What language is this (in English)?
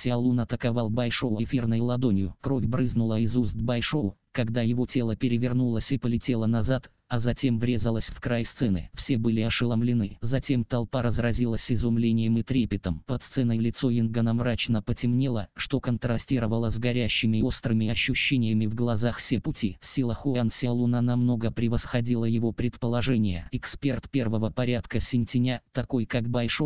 Russian